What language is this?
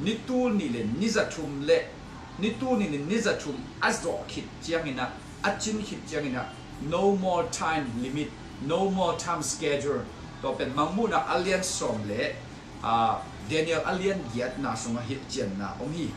Tedim Chin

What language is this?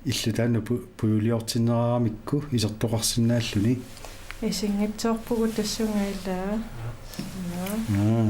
Kalaallisut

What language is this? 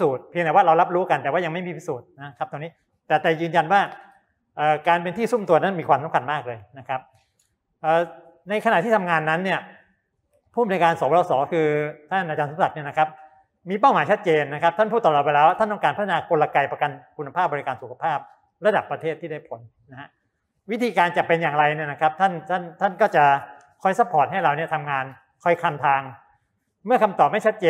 Thai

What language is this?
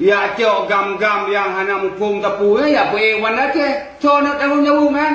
Achinese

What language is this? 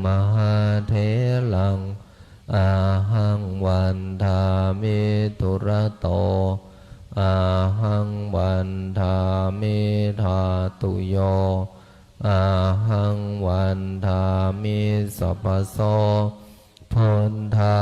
Pali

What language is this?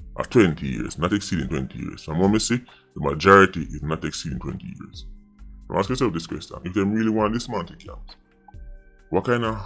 Jamaican Creole English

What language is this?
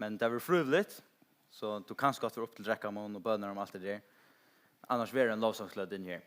Faroese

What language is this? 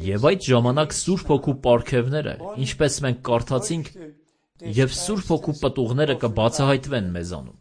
Armenian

